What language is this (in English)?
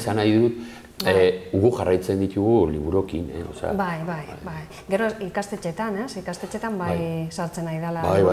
Basque